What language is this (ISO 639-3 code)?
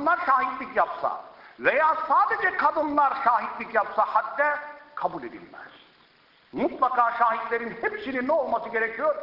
tur